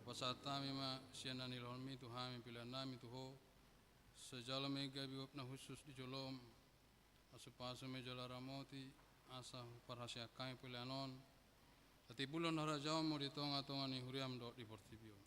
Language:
Batak Toba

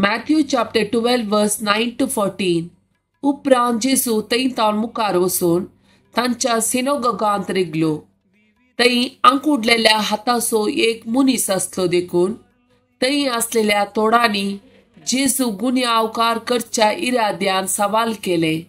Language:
Konkani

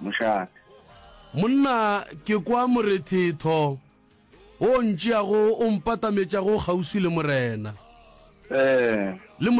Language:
Northern Sotho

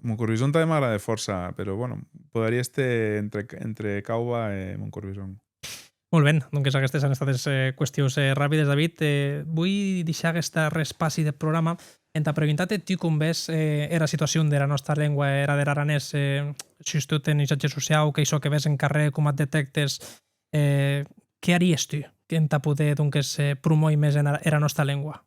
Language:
Occitan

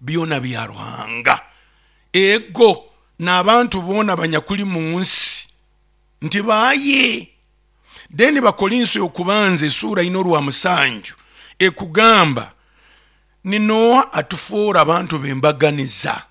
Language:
Nyoro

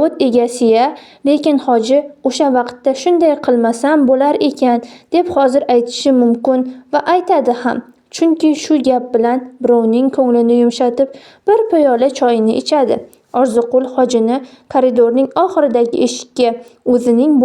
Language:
Uzbek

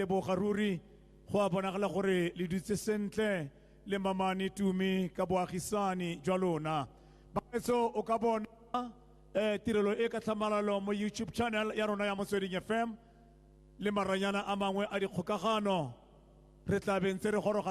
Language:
Tswana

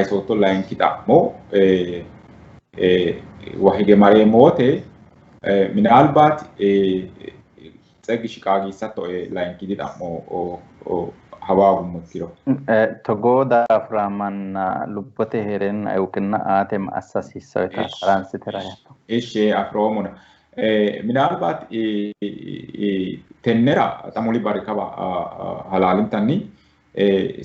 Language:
Sidamo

